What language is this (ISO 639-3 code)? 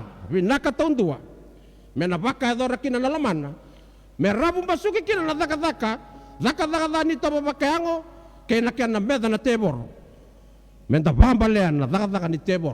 fij